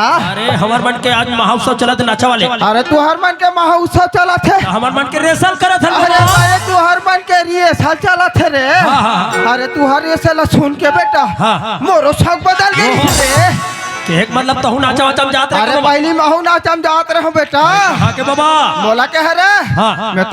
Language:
Chhattisgarhi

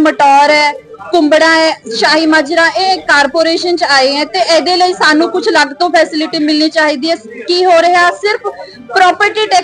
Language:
Punjabi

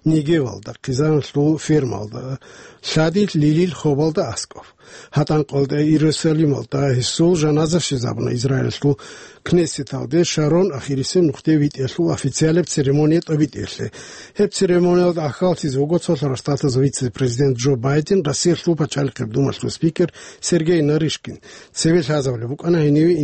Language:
Avaric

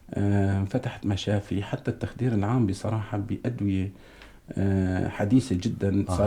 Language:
North Levantine Arabic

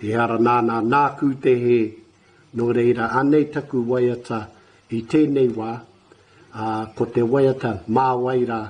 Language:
Māori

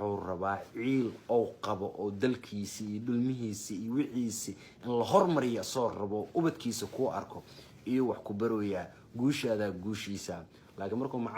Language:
Somali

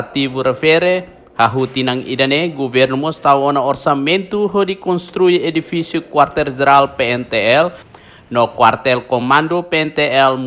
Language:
Tetum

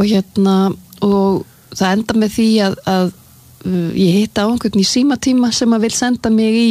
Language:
Icelandic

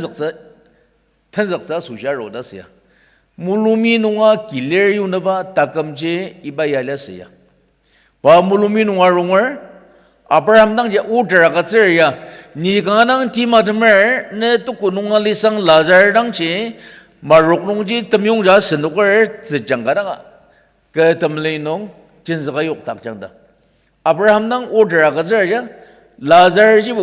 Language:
Ao Naga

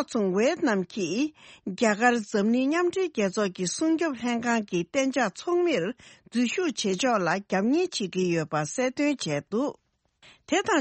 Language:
Tibetan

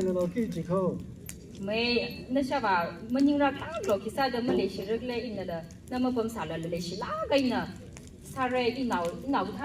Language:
Tangkhul Naga (India)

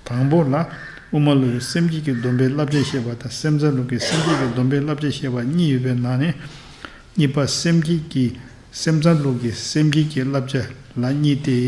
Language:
Tibetan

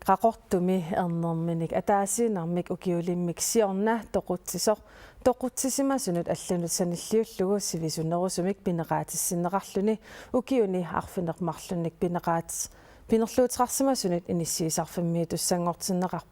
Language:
Kalaallisut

